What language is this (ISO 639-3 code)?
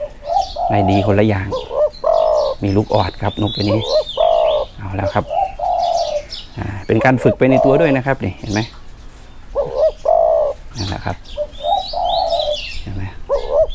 tha